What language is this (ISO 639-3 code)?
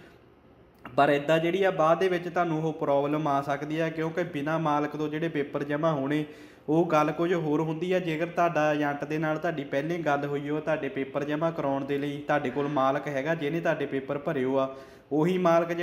pan